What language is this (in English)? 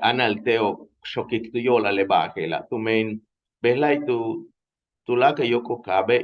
Yucateco